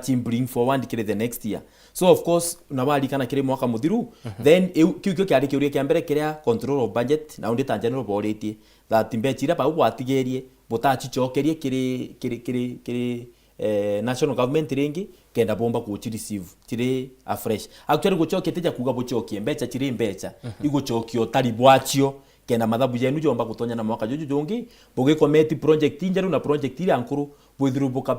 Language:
Meru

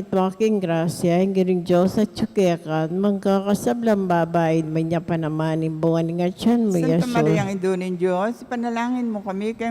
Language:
Pampanga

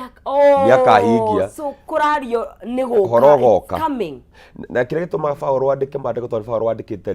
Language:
Kikuyu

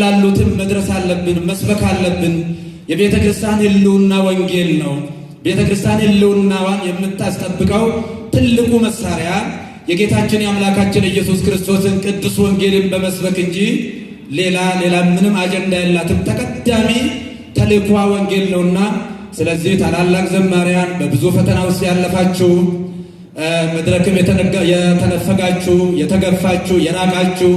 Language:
Amharic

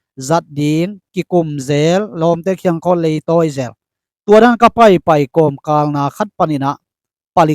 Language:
Tedim Chin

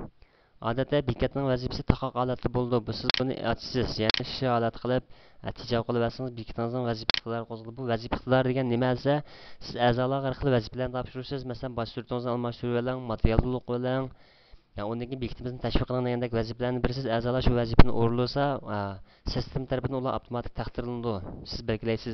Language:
Uyghur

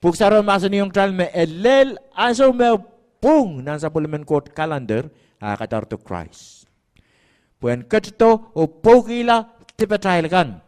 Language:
Pohnpeian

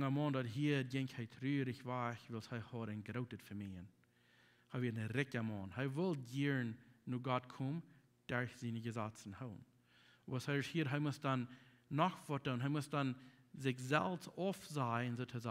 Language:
Plautdietsch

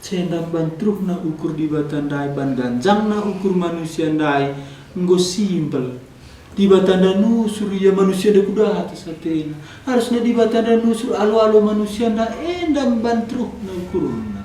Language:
Batak Karo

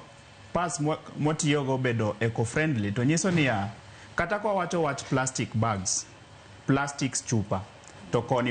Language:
Luo (Kenya and Tanzania)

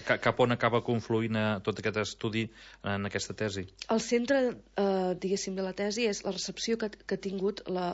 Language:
Catalan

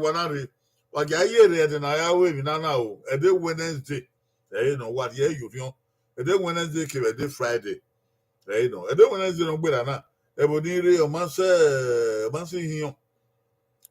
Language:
Bini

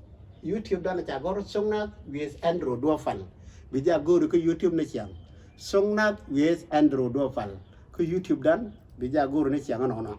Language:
Nuer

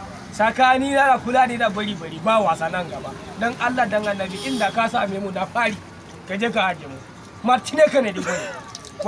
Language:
Hausa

